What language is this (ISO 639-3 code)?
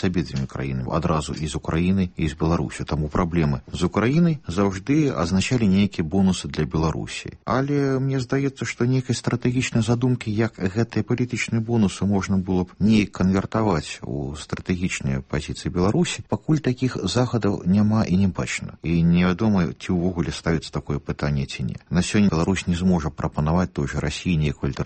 bel